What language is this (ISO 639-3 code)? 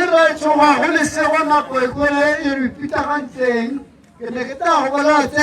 tsn